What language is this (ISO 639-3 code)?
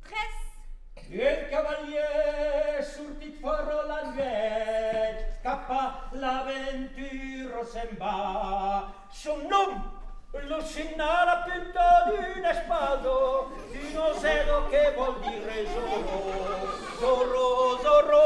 oci